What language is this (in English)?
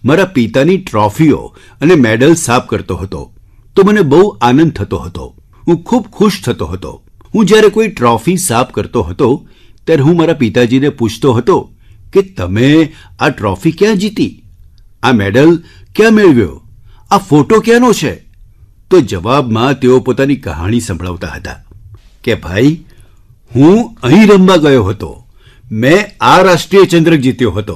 Gujarati